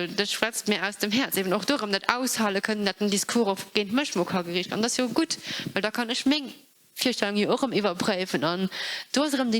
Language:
Luxembourgish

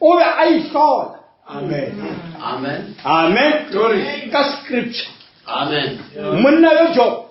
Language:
Northern Sotho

